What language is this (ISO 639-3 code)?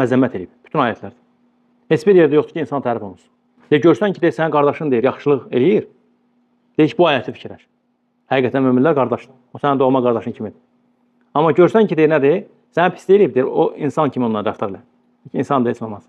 aze